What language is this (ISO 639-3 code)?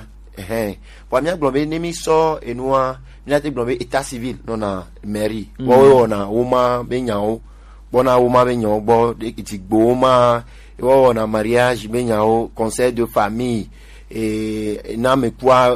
gej